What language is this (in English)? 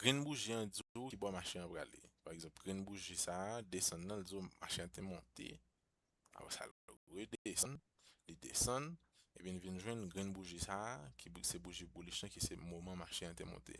Haitian Creole